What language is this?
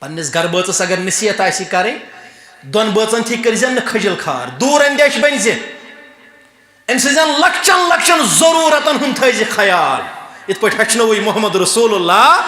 Kashmiri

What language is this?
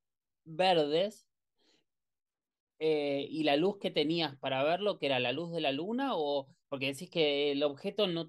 Spanish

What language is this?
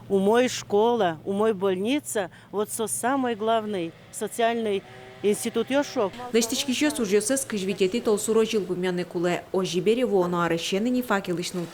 Udmurt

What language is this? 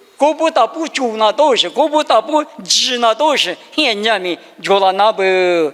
Lisu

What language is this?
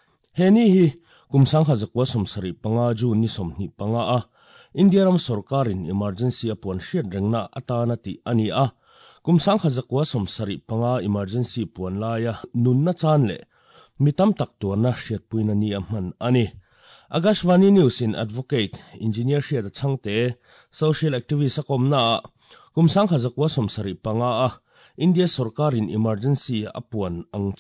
Mizo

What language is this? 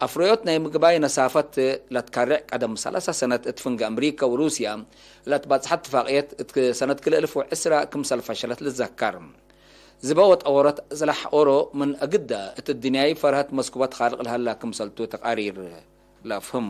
Tigre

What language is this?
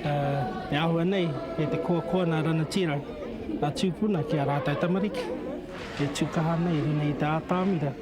Māori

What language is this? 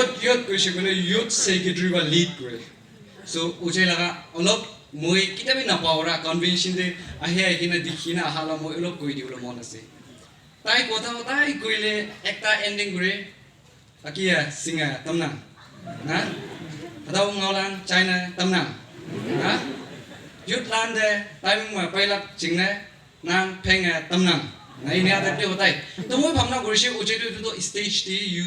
Naga Pidgin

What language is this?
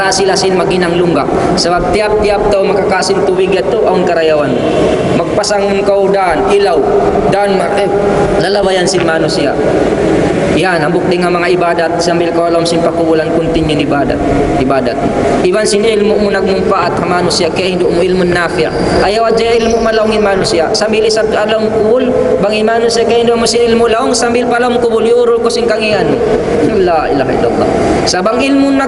Tausug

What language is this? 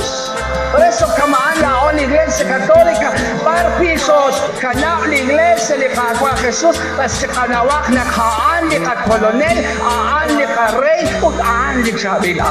Kekchí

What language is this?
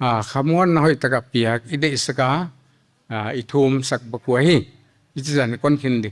Paite Chin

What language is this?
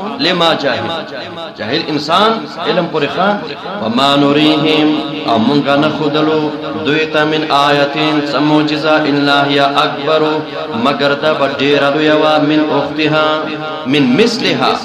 Pashto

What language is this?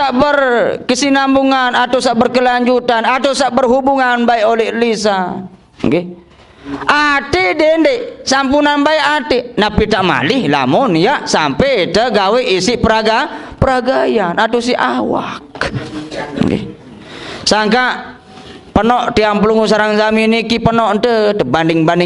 Sasak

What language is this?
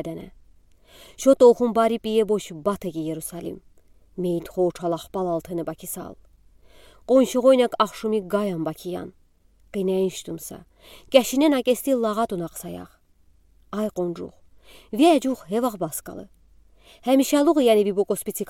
Udi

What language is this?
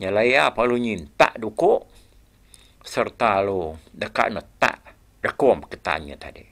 Iban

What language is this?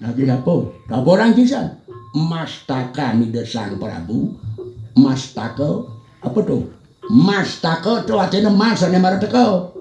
Balinese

